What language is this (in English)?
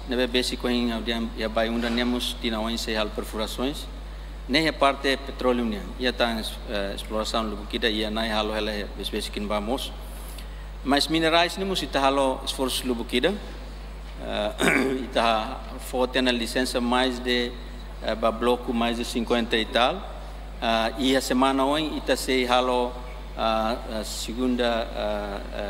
Tetum